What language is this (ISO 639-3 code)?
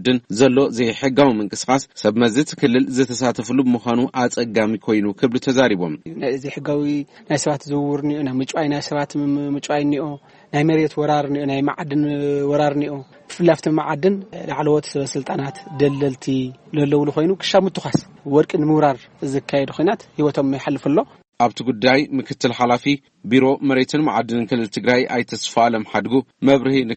tir